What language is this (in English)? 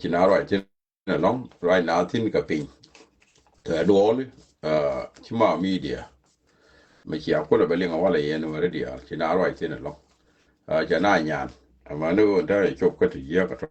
Nuer